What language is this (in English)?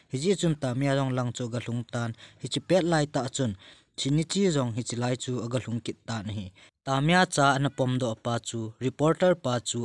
Thado Chin